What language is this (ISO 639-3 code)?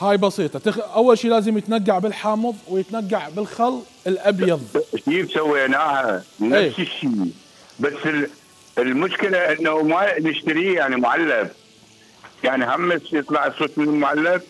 acm